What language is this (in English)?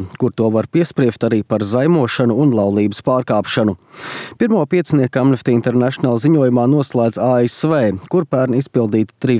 Latvian